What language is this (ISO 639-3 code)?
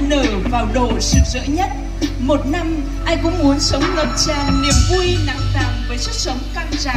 vie